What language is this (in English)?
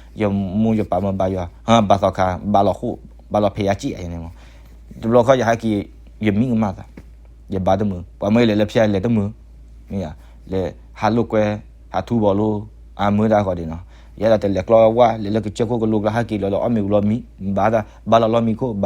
S'gaw Karen